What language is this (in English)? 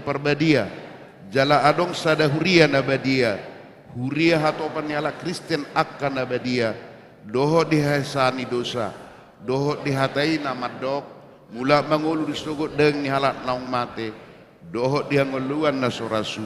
Batak Toba